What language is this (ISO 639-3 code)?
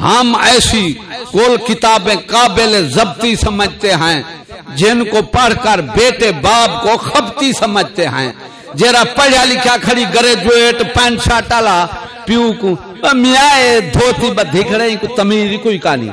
skr